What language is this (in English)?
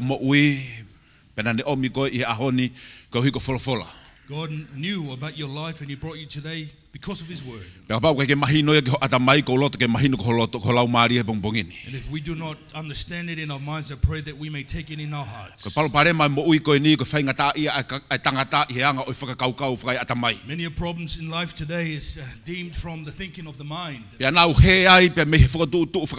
Tongan